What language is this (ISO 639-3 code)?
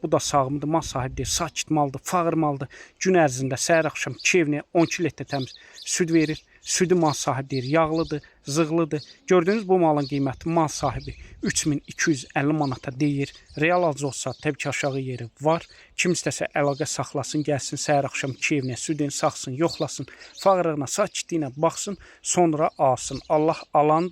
aze